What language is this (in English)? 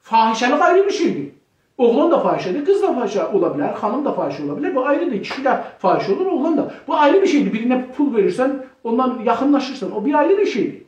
South Azerbaijani